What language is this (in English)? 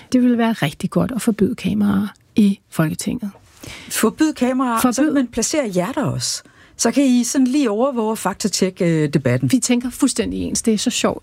Danish